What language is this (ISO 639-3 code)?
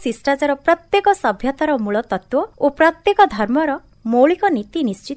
ori